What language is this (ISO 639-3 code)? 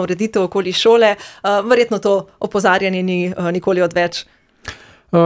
slv